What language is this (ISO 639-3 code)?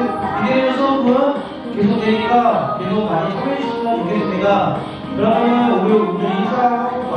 kor